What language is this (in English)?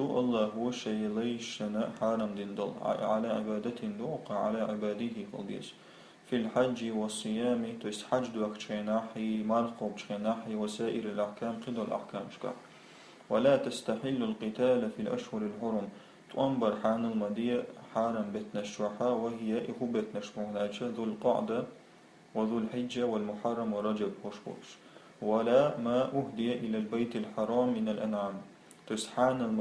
Chechen